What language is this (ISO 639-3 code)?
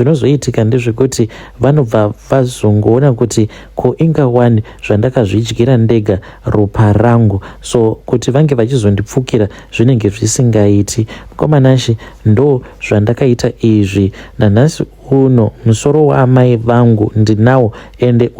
sna